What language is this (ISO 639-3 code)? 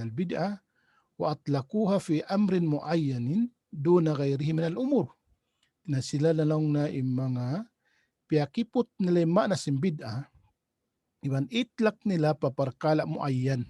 tsg